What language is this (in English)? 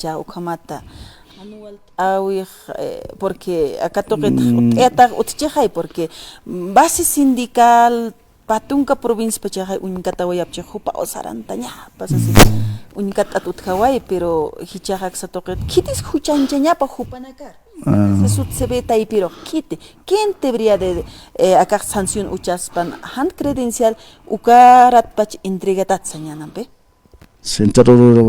Aymara